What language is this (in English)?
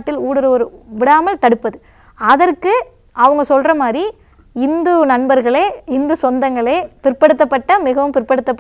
Tamil